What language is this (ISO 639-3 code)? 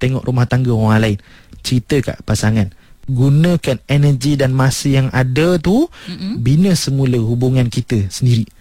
msa